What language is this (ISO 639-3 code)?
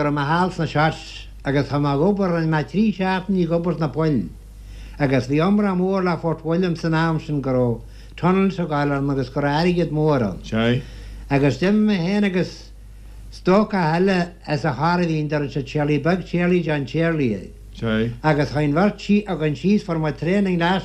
gle